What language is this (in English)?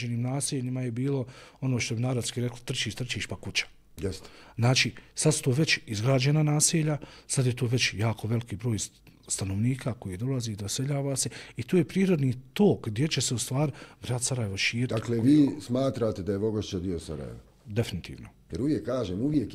Bosnian